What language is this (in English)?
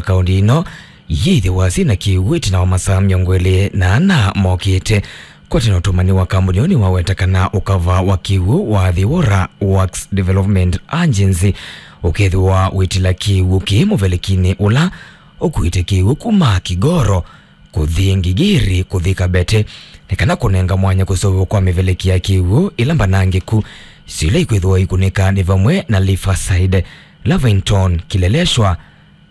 Kamba